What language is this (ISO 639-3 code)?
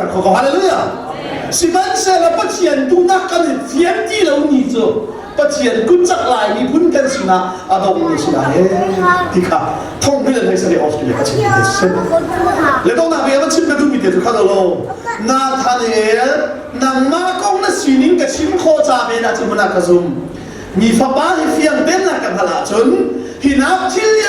cnh